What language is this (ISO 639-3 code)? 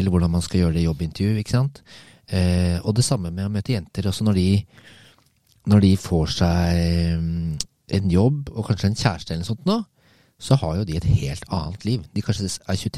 nor